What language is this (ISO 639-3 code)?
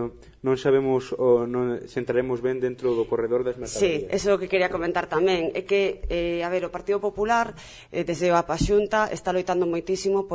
glg